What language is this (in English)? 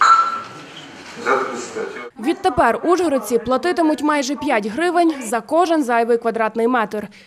Ukrainian